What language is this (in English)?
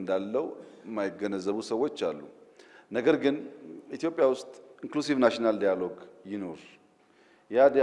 Amharic